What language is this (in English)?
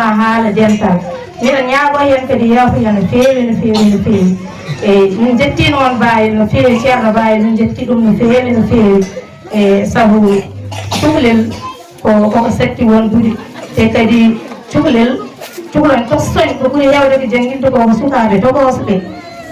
Fula